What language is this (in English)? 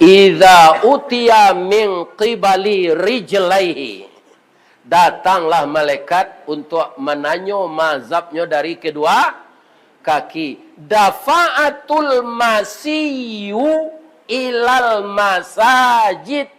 Minangkabau